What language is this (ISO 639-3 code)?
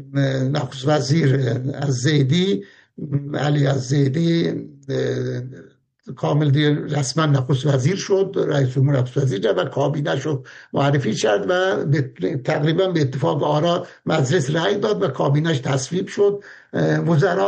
fas